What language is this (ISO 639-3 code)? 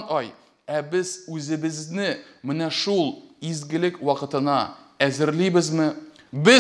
tat